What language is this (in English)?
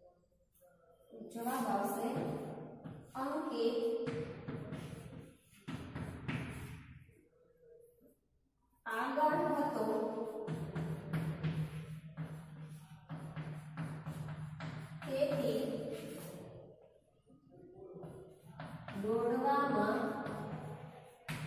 Gujarati